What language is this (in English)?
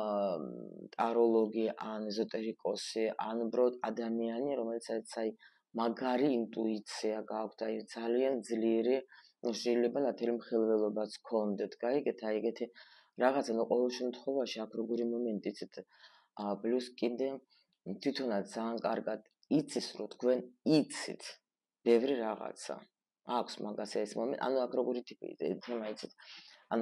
Georgian